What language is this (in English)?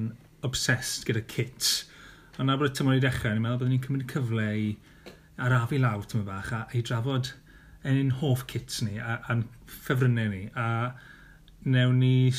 Welsh